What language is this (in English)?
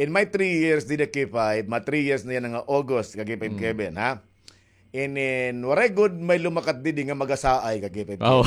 Waray